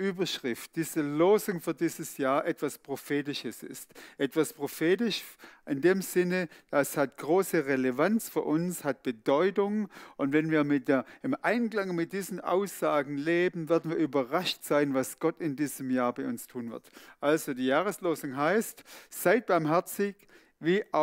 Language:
Swiss German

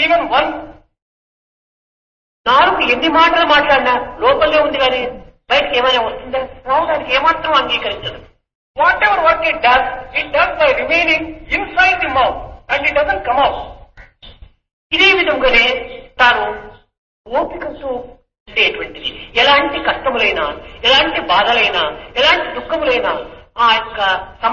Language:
Telugu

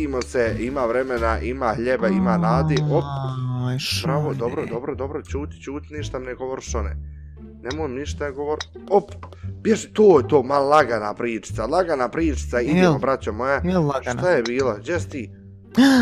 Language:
Bosnian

